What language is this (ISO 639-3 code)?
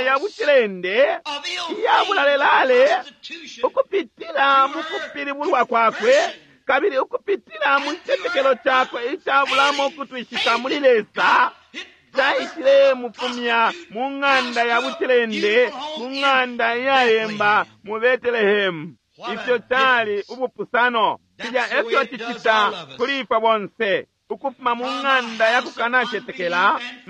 bem